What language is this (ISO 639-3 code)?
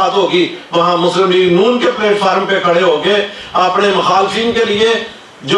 urd